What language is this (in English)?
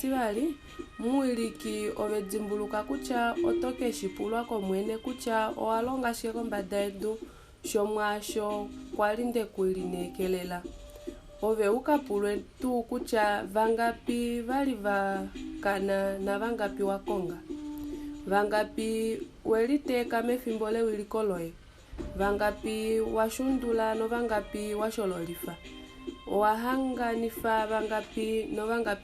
Kuanyama